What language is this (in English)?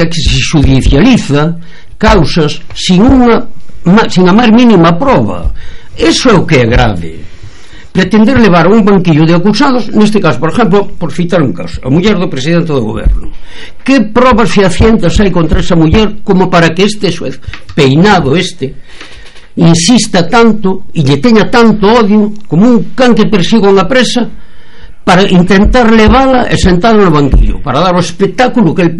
Galician